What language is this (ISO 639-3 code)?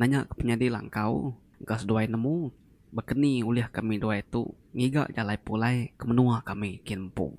iba